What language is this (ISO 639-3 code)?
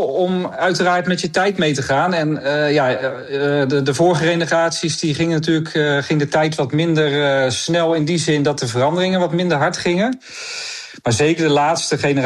nld